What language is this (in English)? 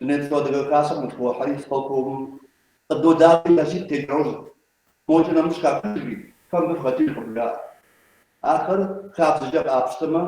Kabardian